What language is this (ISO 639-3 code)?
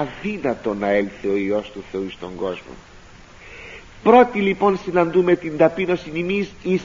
ell